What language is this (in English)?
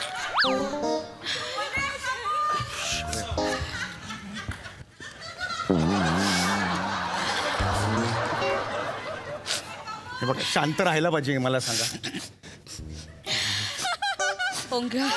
Marathi